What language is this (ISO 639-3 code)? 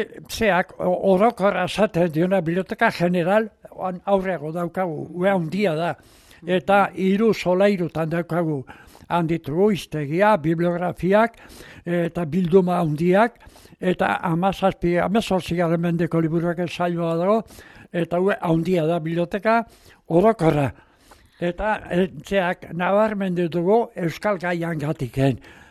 eus